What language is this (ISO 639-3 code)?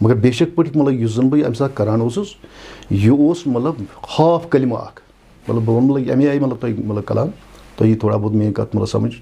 kas